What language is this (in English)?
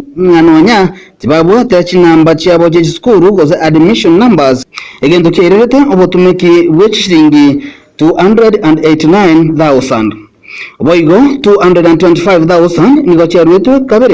Gusii